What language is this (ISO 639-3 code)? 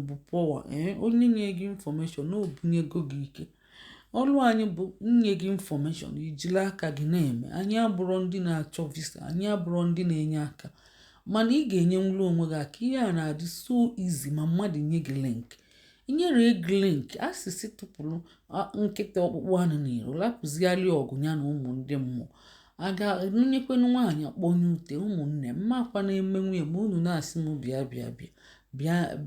ibo